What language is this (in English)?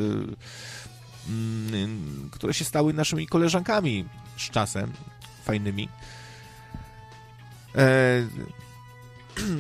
Polish